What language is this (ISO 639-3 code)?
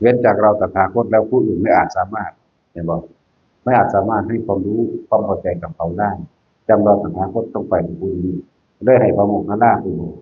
tts